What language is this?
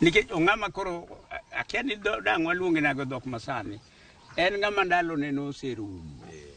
Luo (Kenya and Tanzania)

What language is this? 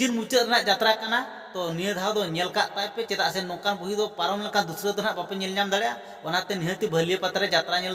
Santali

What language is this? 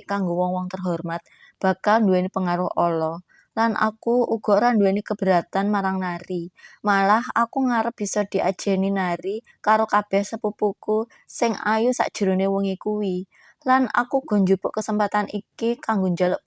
Javanese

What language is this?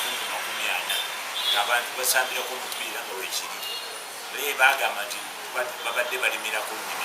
Ganda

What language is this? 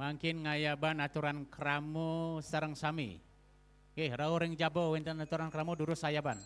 Balinese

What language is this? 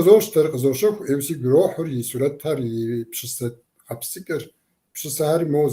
Kabardian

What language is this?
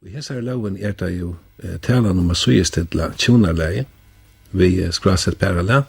Faroese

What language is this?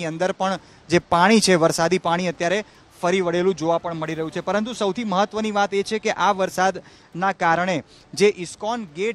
Gujarati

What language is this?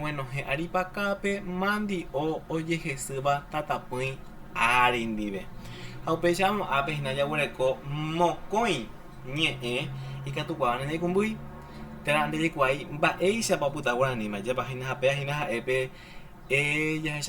Guarani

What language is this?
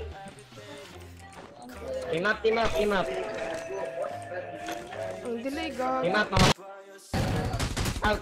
Filipino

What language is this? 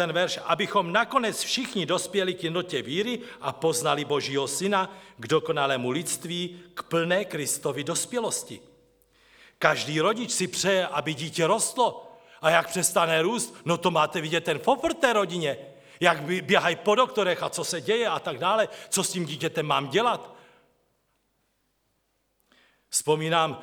Czech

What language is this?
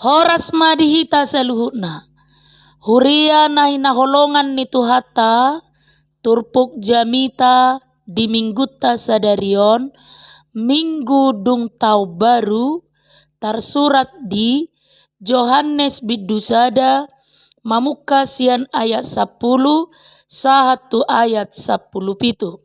Batak Toba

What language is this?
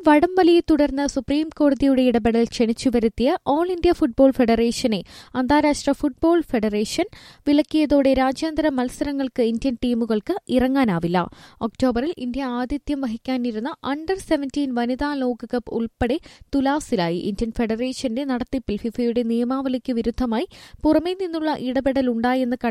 Malayalam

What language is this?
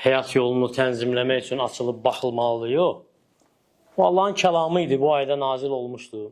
Azerbaijani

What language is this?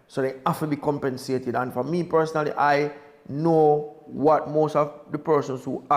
Jamaican Creole English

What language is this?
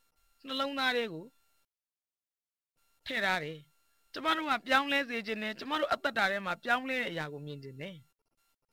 Burmese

